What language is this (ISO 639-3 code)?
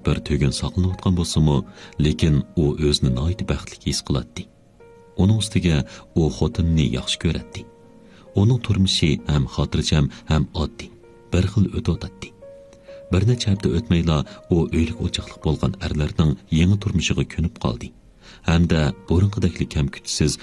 uig